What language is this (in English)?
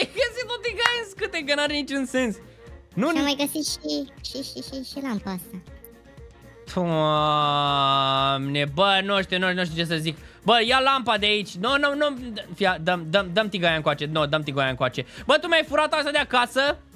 Romanian